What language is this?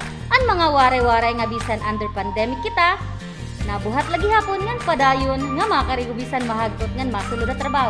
Waray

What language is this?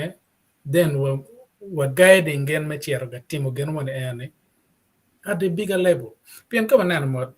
Acoli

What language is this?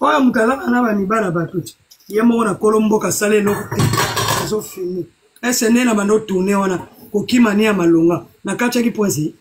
Lingala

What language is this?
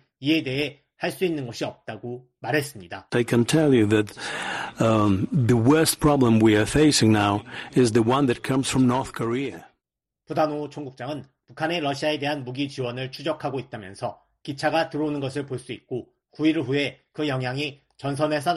Korean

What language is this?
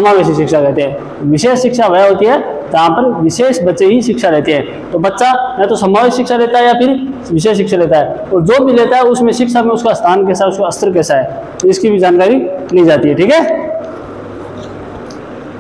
Hindi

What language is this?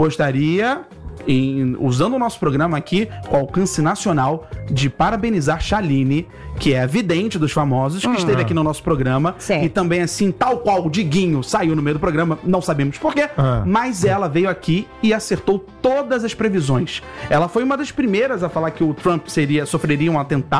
Portuguese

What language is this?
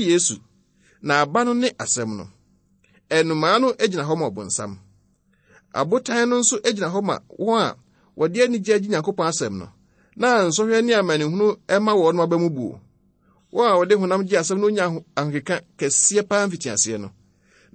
Akan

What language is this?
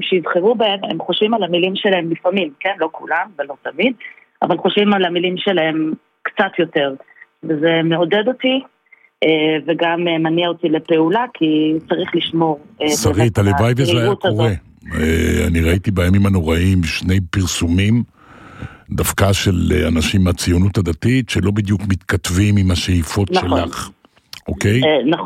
Hebrew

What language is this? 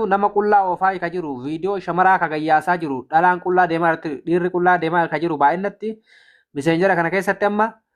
Oromo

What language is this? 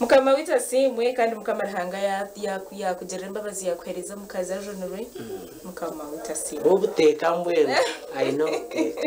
Nyankole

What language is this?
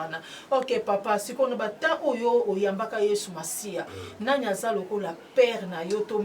Lingala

